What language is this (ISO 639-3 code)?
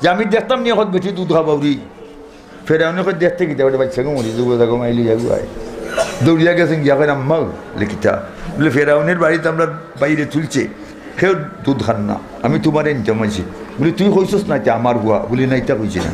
syl